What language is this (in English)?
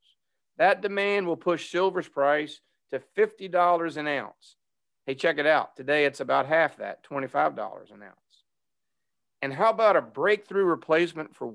English